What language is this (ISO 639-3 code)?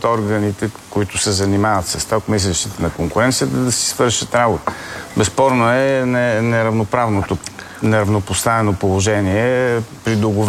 bul